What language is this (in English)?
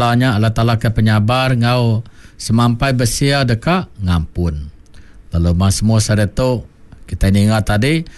Iban